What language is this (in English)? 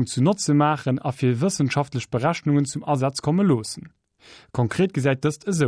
Luxembourgish